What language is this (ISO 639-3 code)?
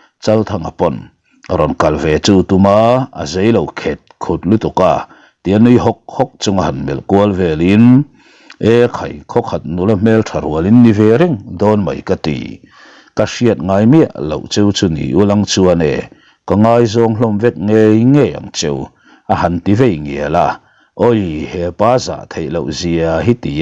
lus